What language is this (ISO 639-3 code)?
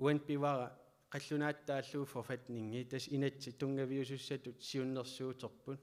kal